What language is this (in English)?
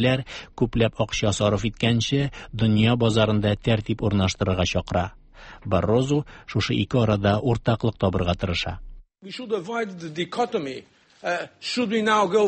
Tatar